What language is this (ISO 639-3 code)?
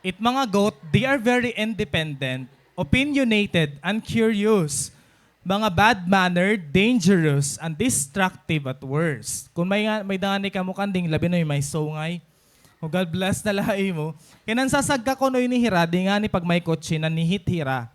war